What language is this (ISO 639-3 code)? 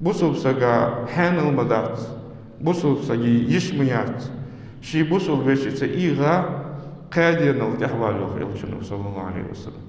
inh